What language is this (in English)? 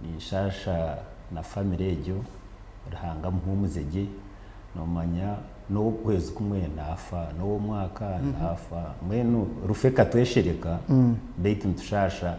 Nyankole